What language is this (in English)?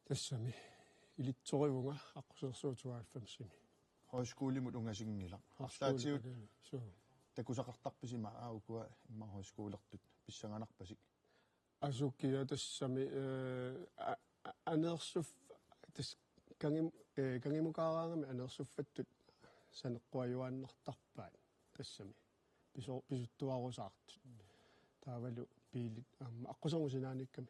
Kalaallisut